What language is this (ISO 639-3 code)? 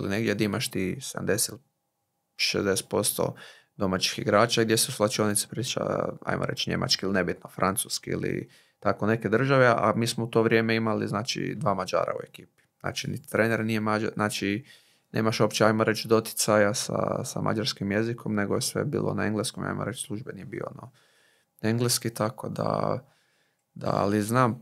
hrv